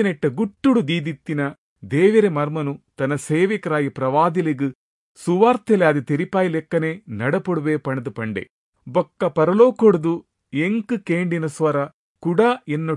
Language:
Tulu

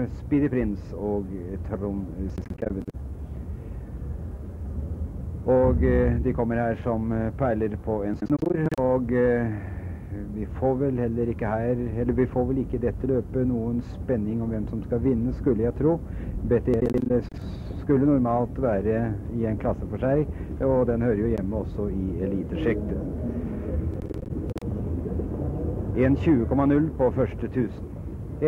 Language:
Norwegian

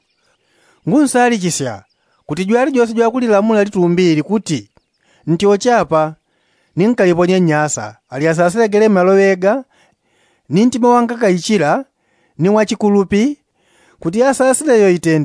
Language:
Yao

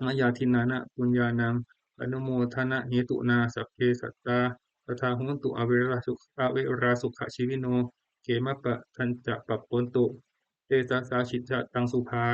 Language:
Pali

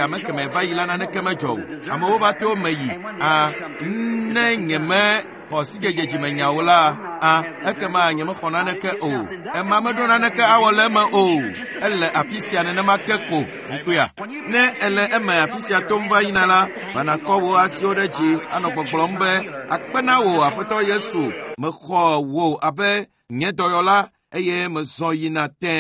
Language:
Ewe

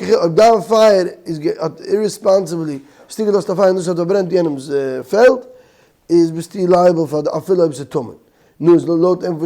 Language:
Yiddish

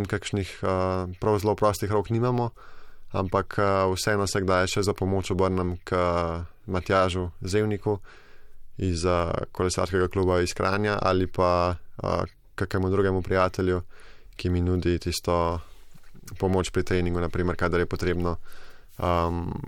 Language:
Slovenian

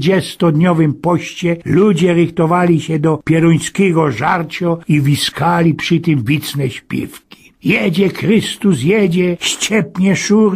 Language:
Silesian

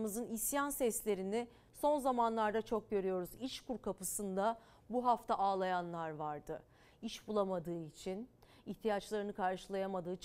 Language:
Turkish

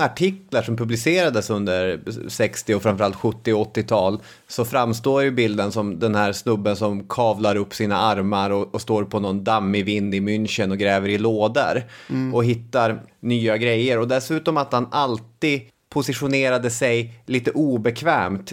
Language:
Swedish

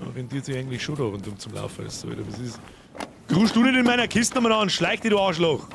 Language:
Bavarian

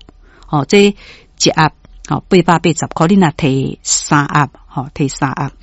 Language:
Min Nan Chinese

